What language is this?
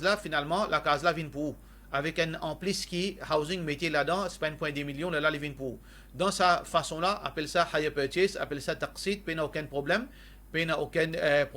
Morisyen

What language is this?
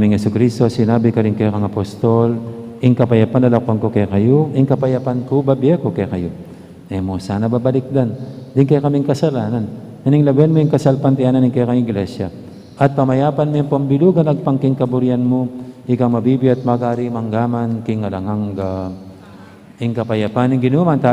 Pampanga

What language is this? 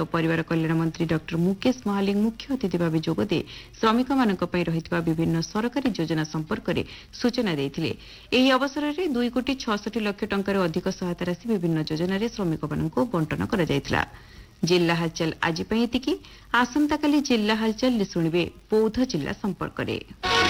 Odia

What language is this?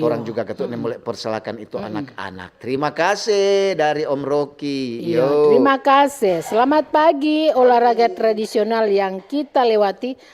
Manado Malay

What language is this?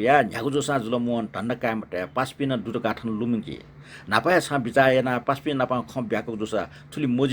Newari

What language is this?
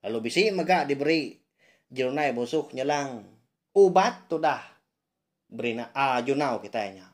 Iban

